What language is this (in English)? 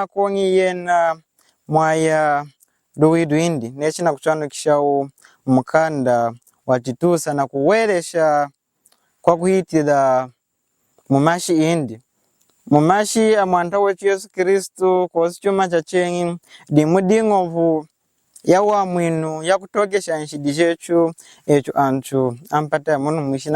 Lunda